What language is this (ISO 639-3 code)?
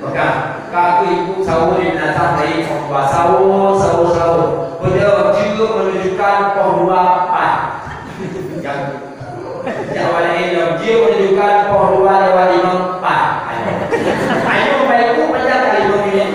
ace